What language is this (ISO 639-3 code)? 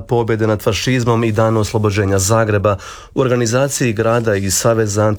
hrv